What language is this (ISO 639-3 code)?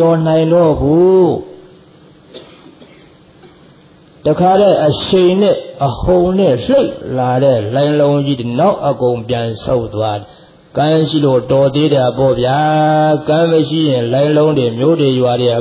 mya